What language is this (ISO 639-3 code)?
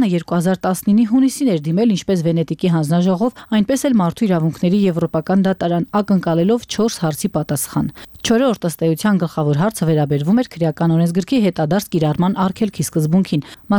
hye